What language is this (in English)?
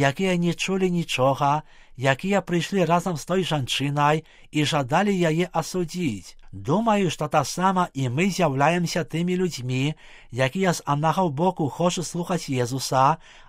Belarusian